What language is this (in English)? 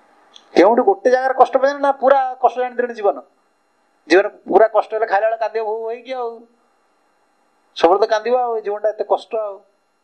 Odia